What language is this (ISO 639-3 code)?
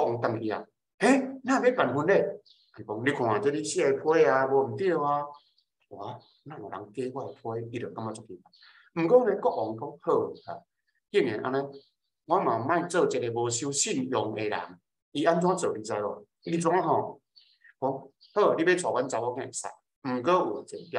nan